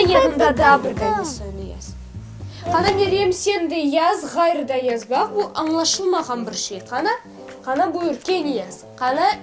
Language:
Crimean Tatar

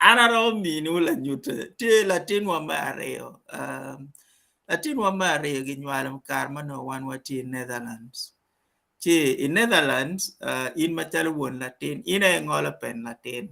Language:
Acoli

